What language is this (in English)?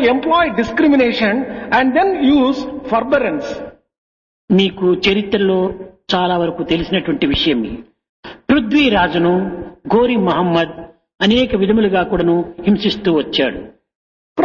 Telugu